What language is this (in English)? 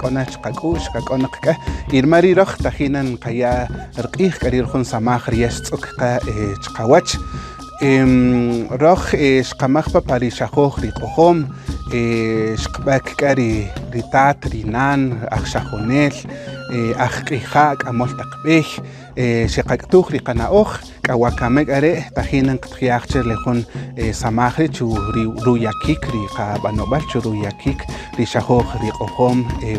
Kaqchikel